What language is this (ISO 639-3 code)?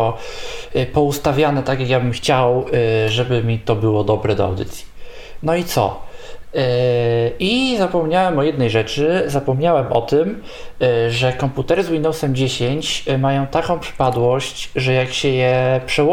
pol